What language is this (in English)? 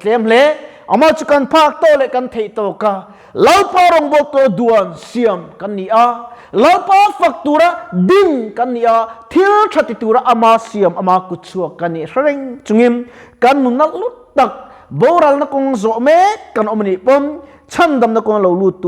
Mizo